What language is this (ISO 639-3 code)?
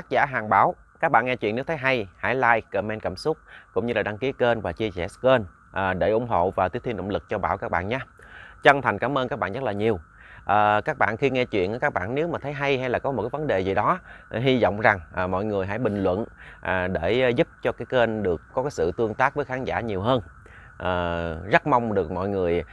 vie